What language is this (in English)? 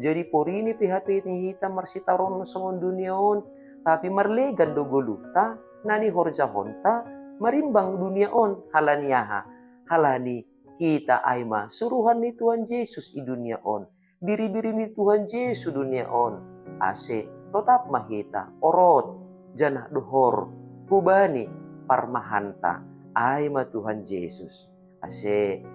Batak Simalungun